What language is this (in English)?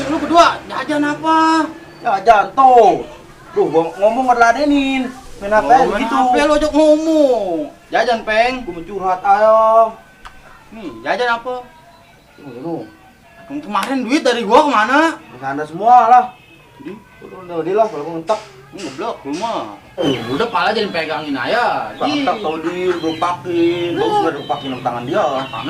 Betawi